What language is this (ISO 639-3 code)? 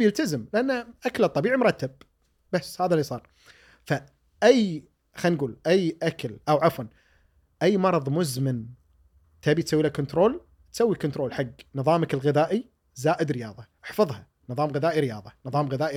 afb